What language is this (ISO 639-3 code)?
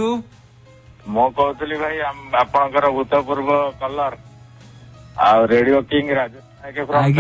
ori